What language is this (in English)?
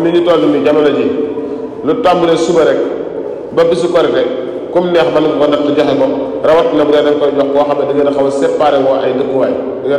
Wolof